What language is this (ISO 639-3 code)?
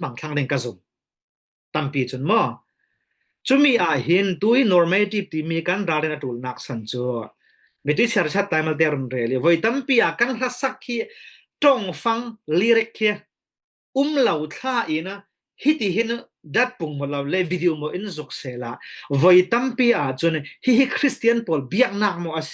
cfm